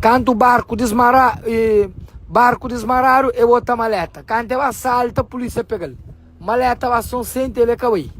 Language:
Kabuverdianu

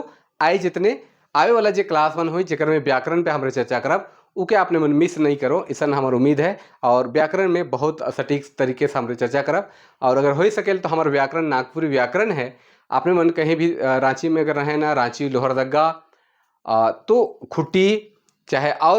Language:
Sadri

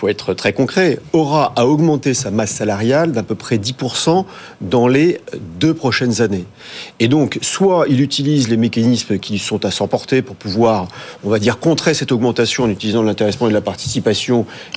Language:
French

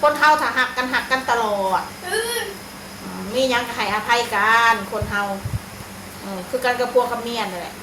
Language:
Northeastern Thai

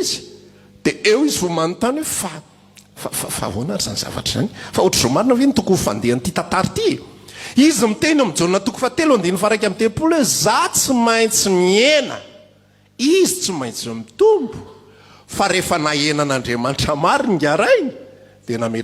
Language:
Malagasy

